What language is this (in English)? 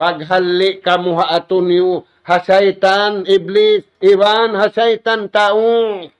Tausug